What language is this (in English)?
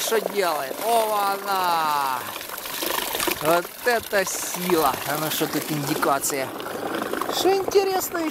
Russian